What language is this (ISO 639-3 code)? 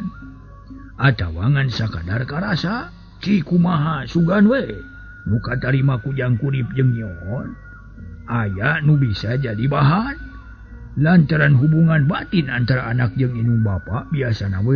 sun